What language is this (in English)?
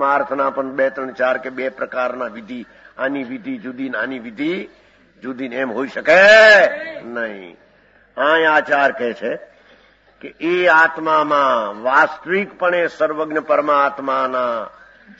Gujarati